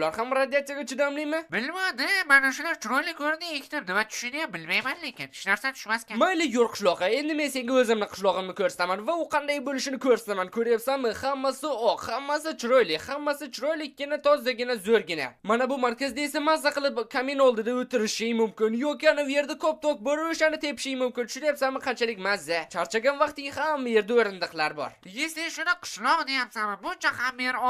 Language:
Uzbek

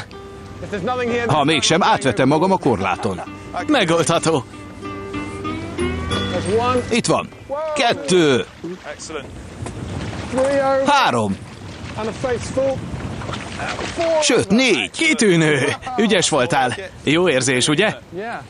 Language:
Hungarian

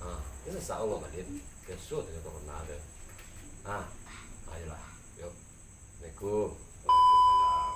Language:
Minangkabau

